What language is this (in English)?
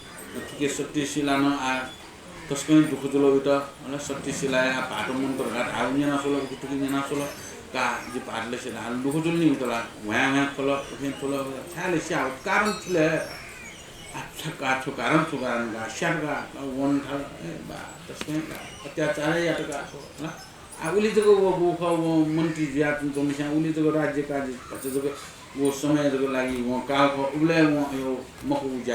Newari